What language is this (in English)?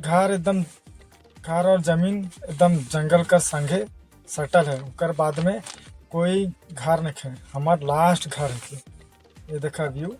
Sadri